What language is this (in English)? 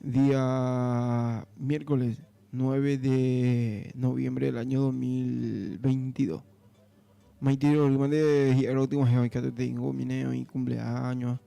Guarani